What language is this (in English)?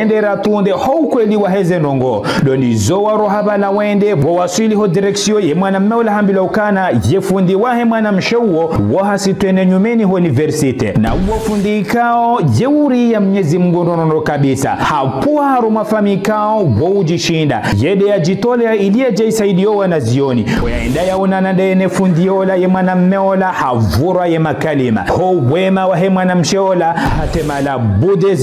Ngazidja Comorian